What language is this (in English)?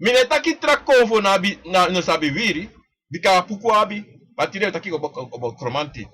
Sranan Tongo